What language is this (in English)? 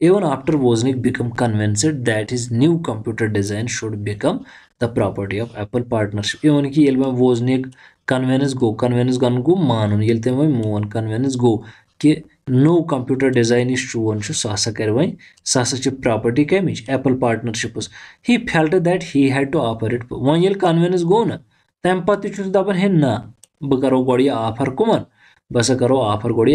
Kashmiri